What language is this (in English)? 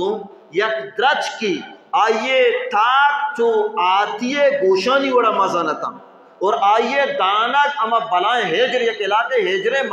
Baluchi